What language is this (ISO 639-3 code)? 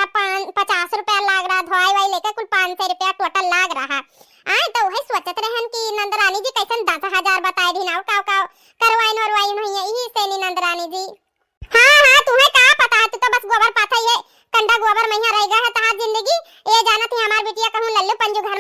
awa